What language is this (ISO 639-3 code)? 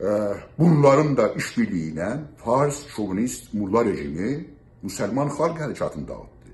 azb